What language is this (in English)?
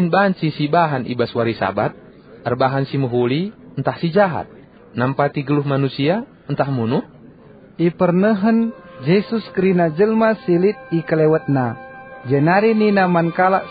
Batak Karo